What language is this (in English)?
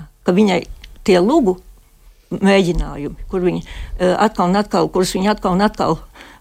Latvian